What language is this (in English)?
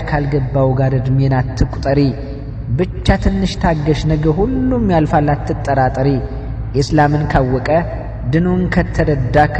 Amharic